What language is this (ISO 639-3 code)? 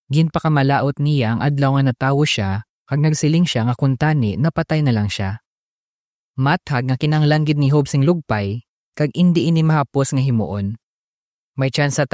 hil